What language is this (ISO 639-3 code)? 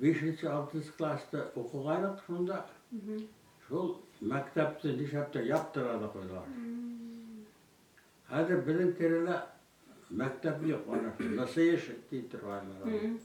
bak